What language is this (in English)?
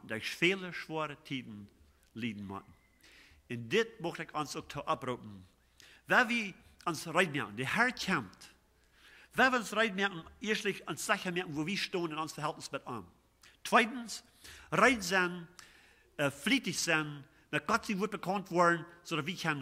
Plautdietsch